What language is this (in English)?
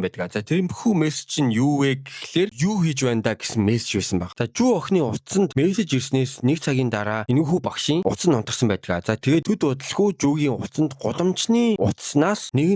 Mongolian